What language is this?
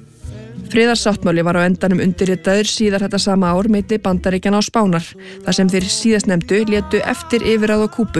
Icelandic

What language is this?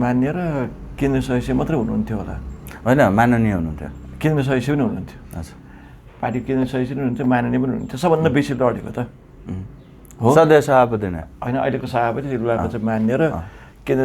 Nepali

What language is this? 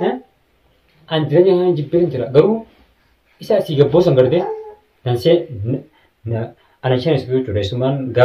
Oromo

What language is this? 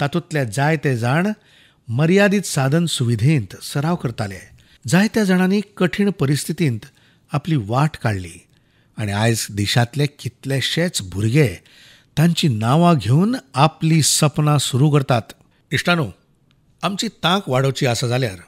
Konkani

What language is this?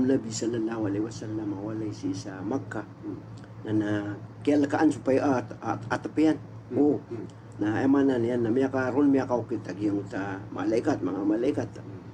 Maranao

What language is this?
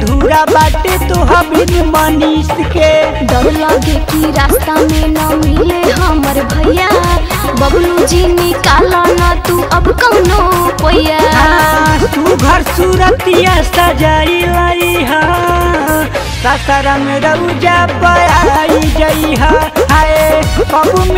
Bhojpuri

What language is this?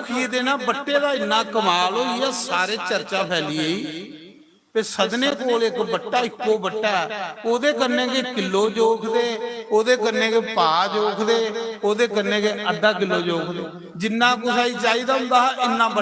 Dogri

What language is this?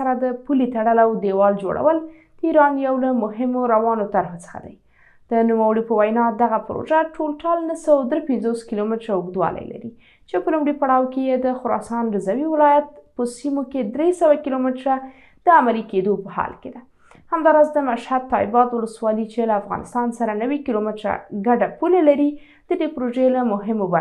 Pashto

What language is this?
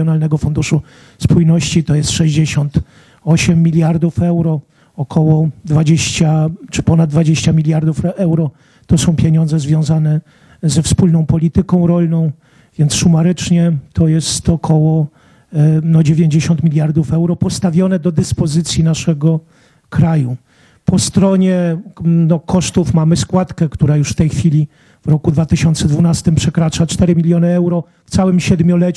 Polish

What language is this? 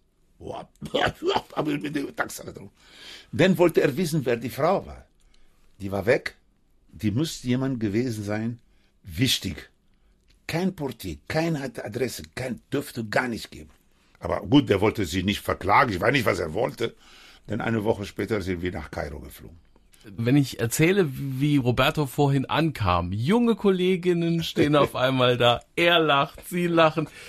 German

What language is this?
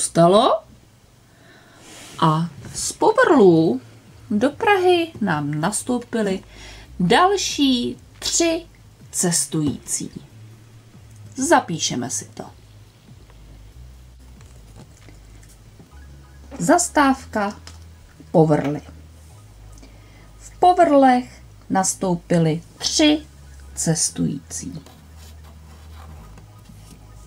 Czech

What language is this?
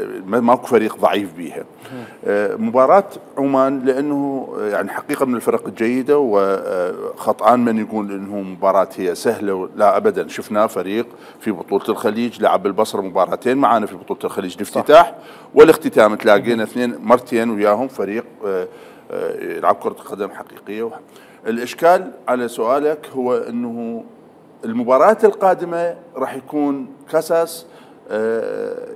Mesopotamian Arabic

